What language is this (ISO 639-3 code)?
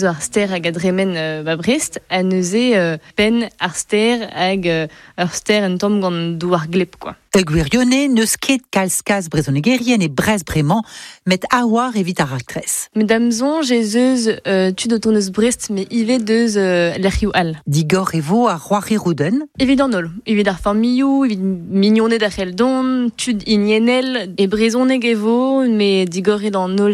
bre